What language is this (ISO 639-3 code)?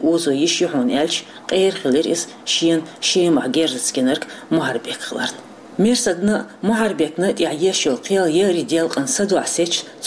che